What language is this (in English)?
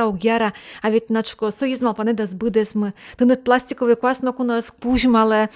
Udmurt